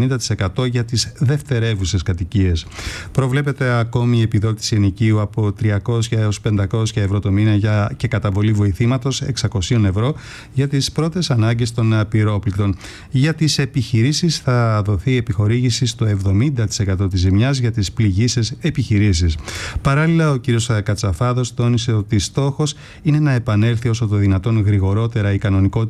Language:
Greek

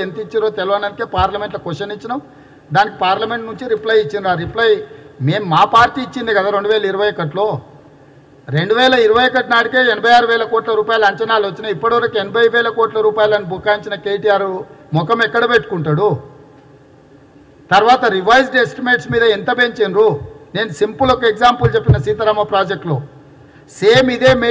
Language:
Telugu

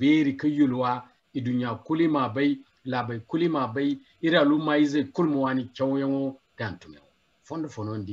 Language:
Zarma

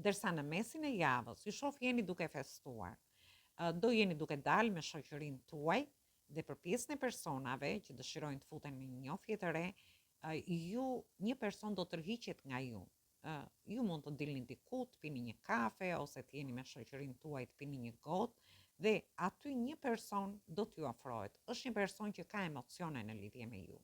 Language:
Albanian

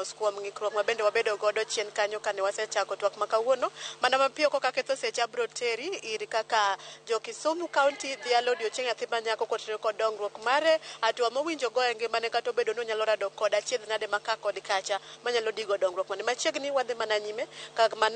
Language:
Luo (Kenya and Tanzania)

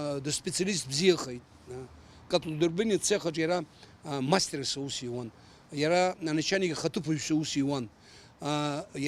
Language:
Abkhazian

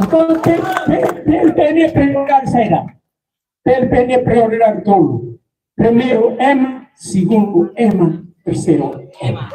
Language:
Tetum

